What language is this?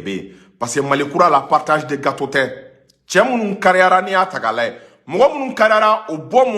Bambara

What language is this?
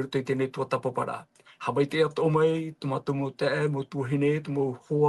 Tahitian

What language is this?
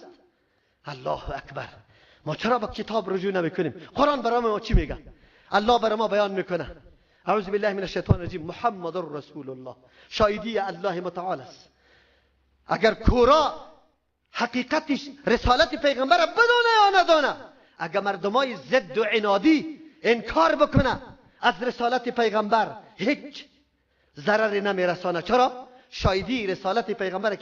Persian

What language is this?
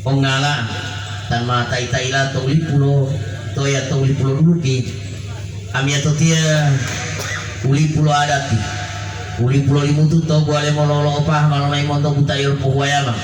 Gorontalo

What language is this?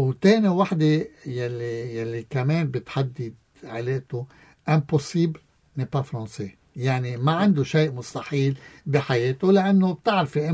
North Levantine Arabic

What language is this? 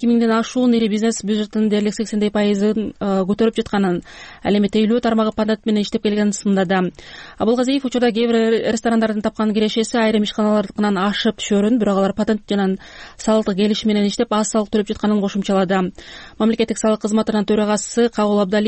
Kyrgyz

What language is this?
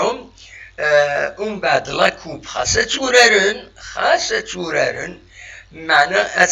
Kabyle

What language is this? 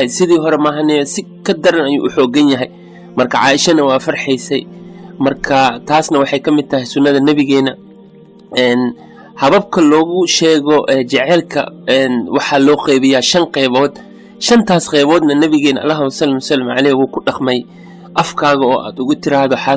Somali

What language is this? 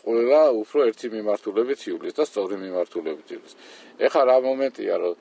Georgian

